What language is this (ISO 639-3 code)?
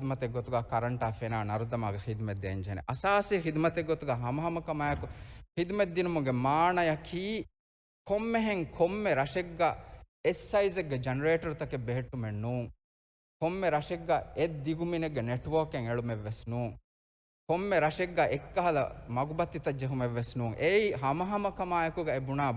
div